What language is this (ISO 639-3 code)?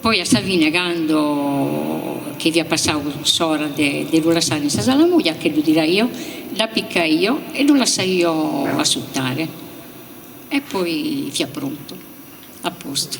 srd